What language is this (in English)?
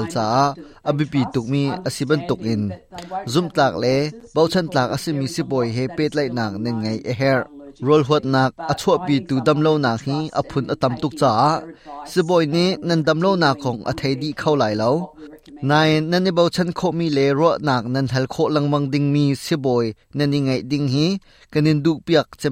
Hakha Chin